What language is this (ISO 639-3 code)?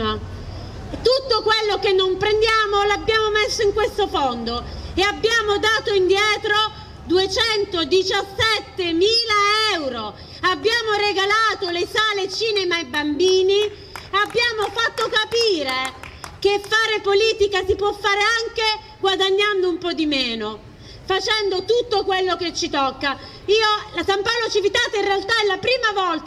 ita